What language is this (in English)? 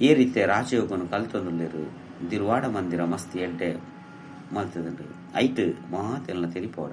Tulu